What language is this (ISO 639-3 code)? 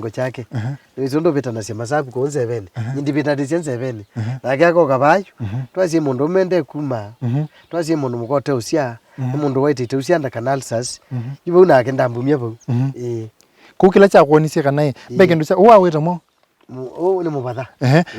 kam